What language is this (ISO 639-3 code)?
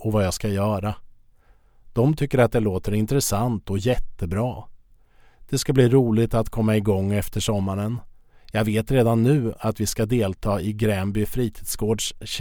swe